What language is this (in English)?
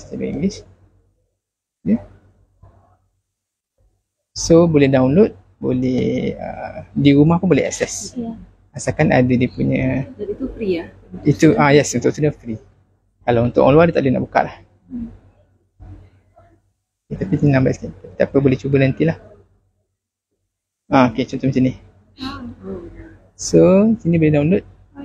Malay